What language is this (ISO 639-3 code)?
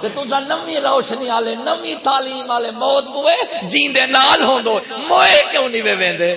skr